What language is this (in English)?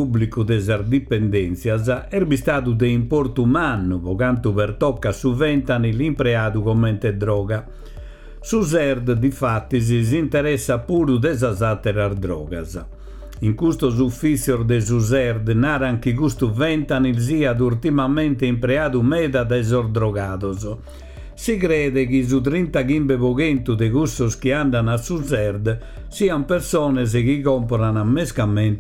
Sardinian